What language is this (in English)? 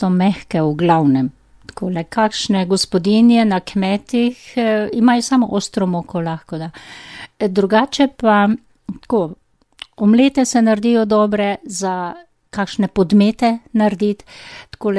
Slovenian